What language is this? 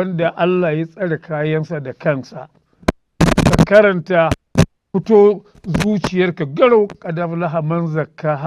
Hausa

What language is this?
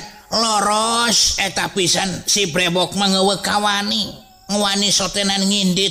Sundanese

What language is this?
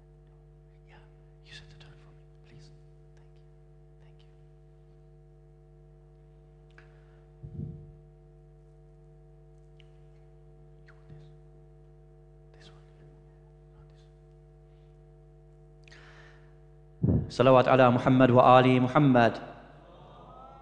Arabic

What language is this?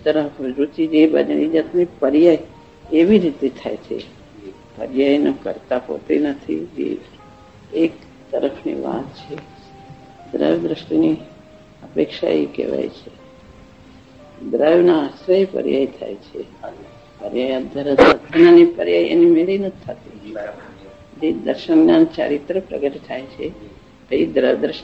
Gujarati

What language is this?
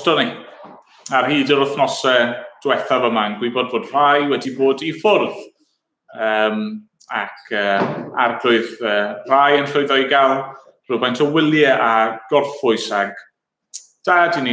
Welsh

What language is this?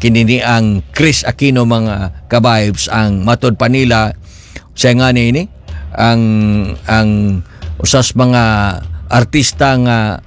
Cebuano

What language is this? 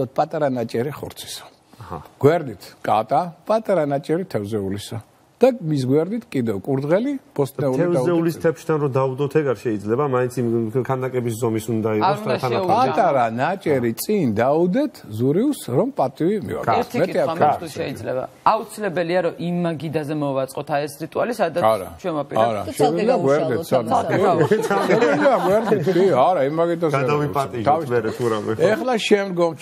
Georgian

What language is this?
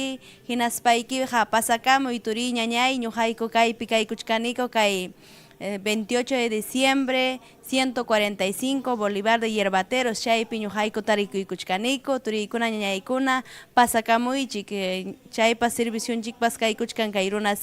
Ayacucho Quechua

